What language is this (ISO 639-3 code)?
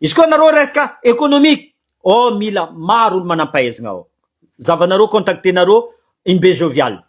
mlg